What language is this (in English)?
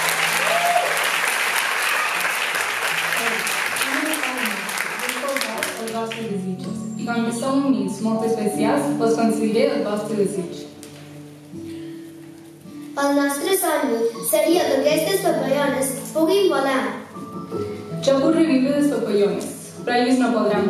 Catalan